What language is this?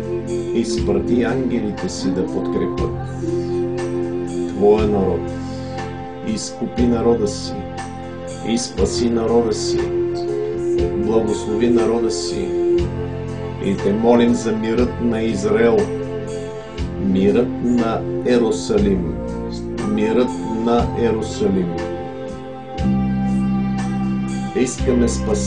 Bulgarian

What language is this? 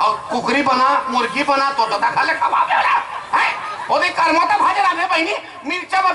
Chhattisgarhi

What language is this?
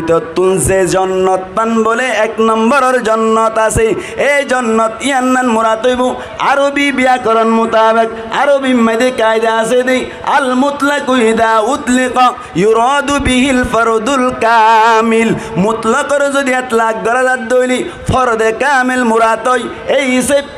Rohingya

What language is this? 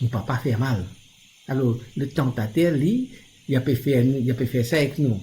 Morisyen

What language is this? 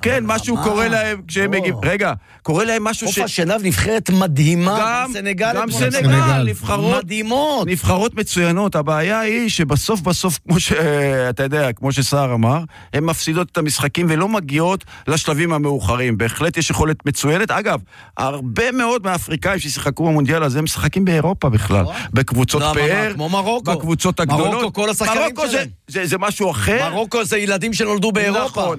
Hebrew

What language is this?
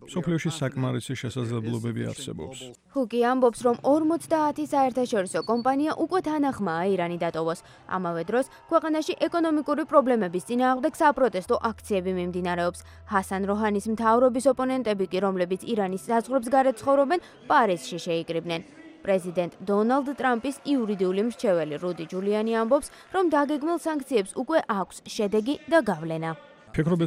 Georgian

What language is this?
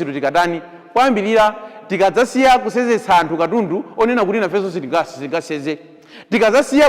Nyanja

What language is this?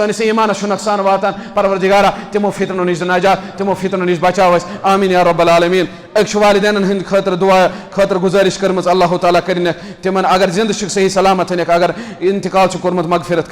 Kashmiri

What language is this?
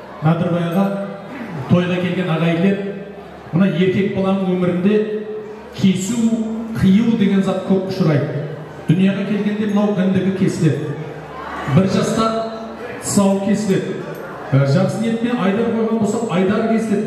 Kazakh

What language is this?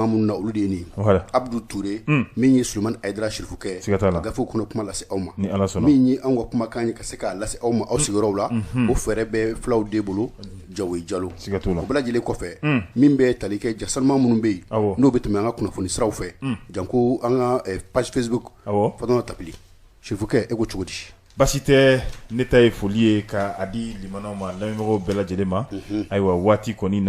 Bambara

